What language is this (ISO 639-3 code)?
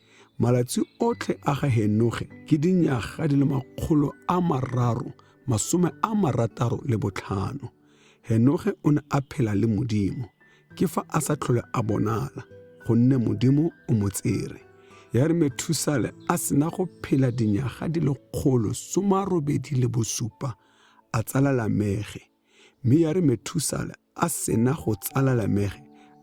tsn